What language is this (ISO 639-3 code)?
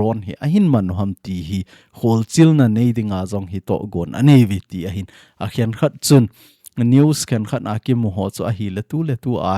tcz